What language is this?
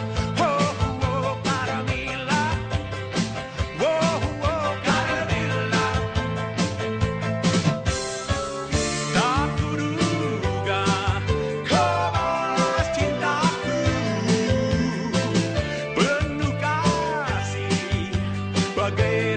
Indonesian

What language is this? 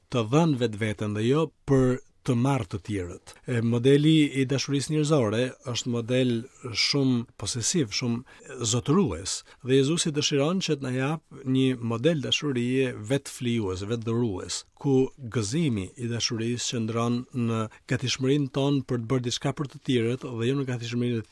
Albanian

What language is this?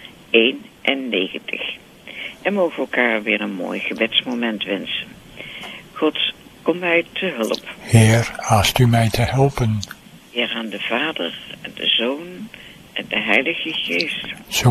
Dutch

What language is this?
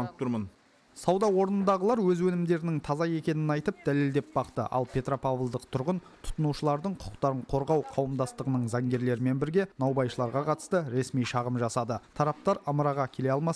Kazakh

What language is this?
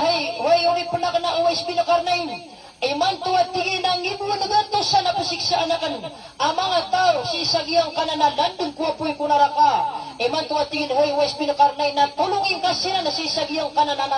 Maranao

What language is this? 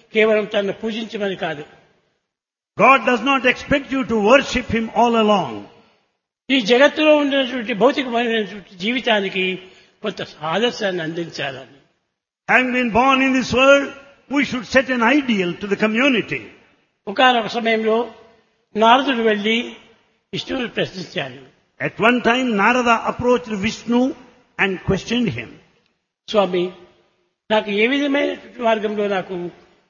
Telugu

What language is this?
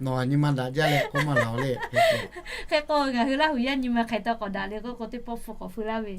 Lahu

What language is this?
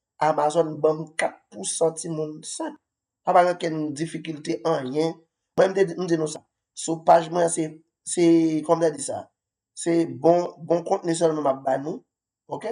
Haitian Creole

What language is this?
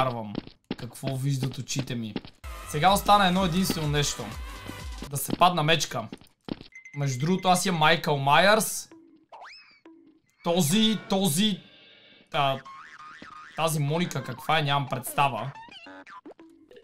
Bulgarian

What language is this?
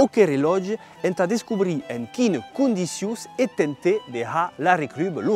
Occitan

